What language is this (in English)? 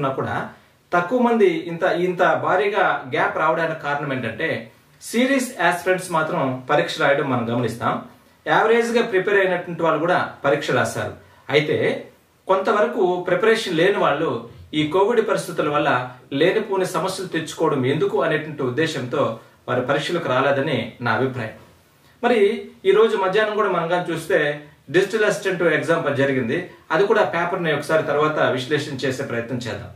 Telugu